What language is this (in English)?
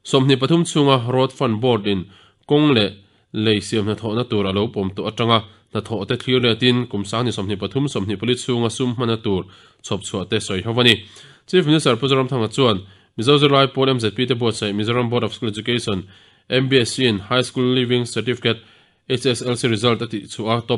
Mizo